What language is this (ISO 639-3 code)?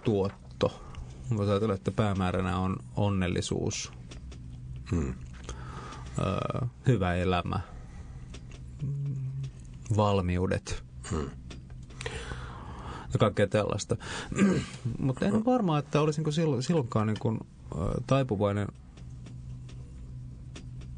fin